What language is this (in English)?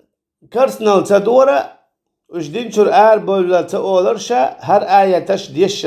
Chechen